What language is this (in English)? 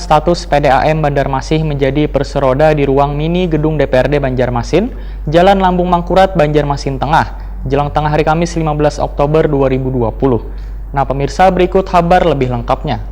Banjar